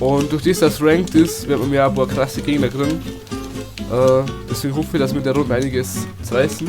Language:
Bavarian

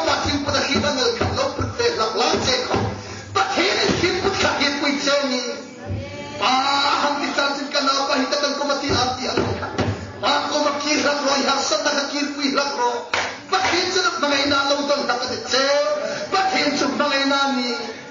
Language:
Hmar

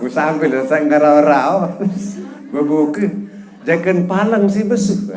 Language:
Sasak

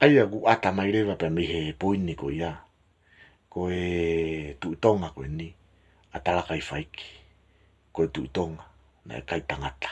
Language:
Tongan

